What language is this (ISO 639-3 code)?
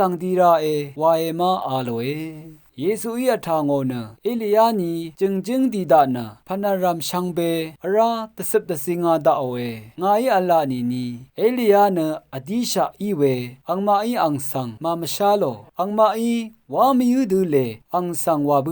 raw